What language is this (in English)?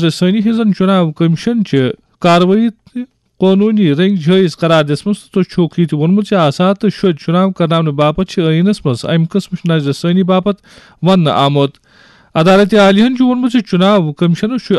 Kashmiri